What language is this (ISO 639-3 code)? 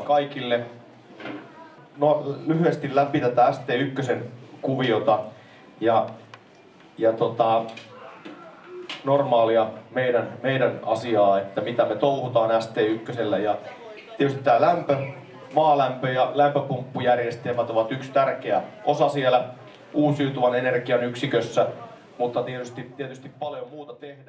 fin